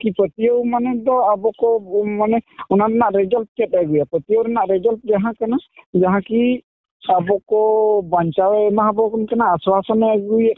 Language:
Santali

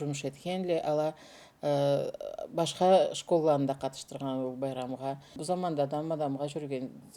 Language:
Karachay-Balkar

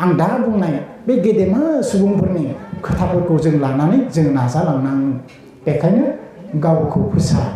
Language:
Bodo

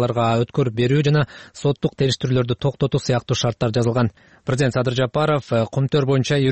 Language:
Kyrgyz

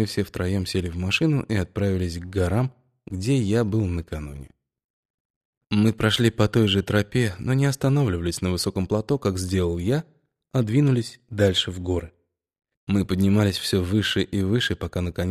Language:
Russian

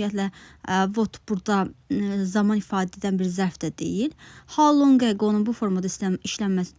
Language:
Azerbaijani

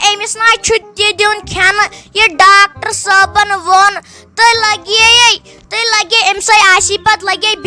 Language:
Kashmiri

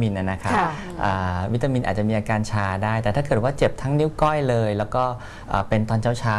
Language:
Thai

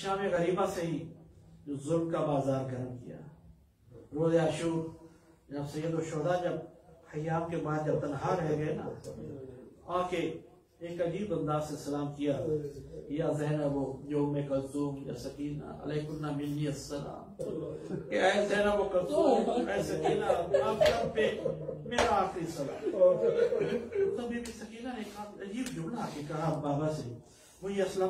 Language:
Urdu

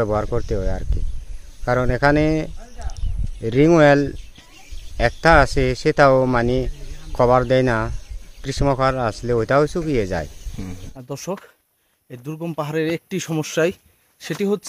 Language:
Bangla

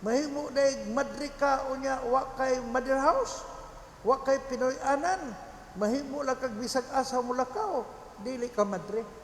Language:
Cebuano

